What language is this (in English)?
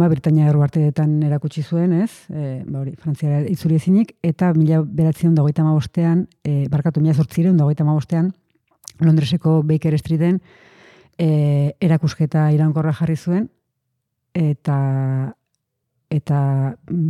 Basque